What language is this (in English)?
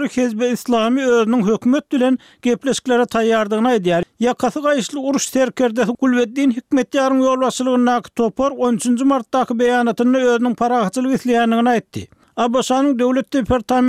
Turkmen